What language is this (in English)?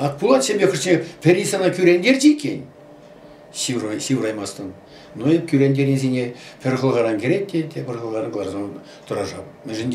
Chuvash